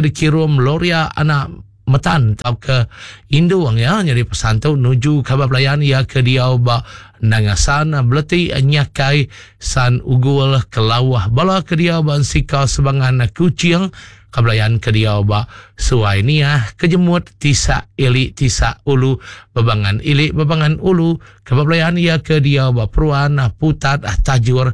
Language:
Iban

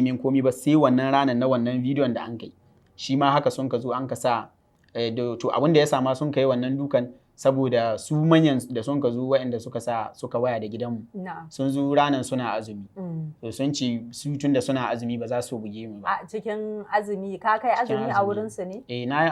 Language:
Hausa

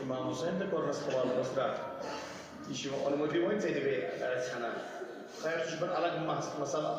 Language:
Kashmiri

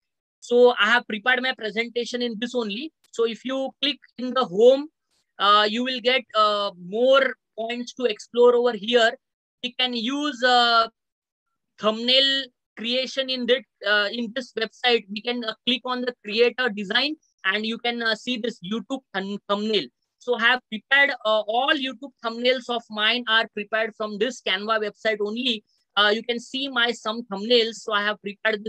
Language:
English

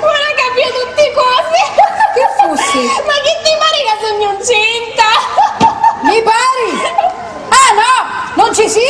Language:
Sicilian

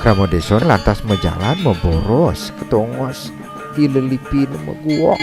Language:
Balinese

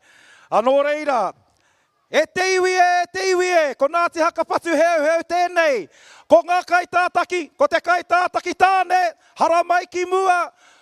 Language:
Māori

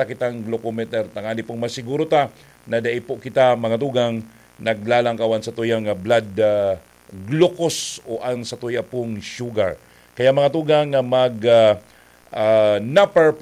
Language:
Bikol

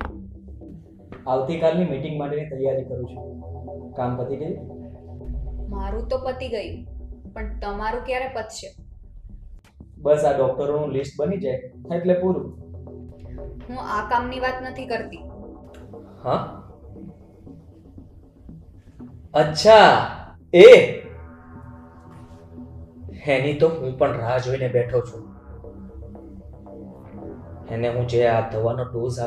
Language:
Gujarati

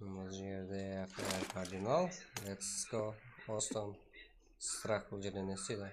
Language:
Kara-Kalpak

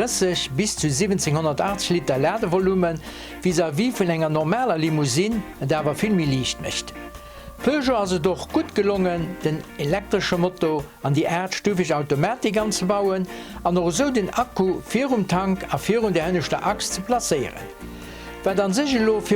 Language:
Luxembourgish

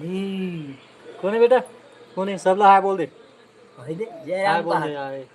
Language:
Chhattisgarhi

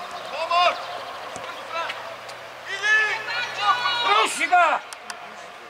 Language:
Croatian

